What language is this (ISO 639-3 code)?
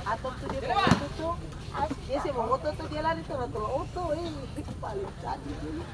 abs